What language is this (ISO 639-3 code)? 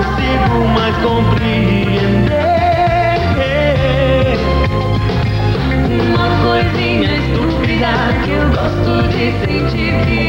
por